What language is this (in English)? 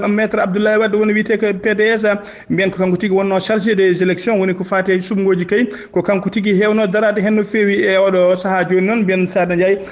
Fula